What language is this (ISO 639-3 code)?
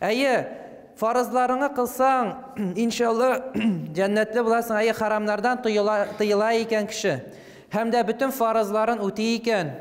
tat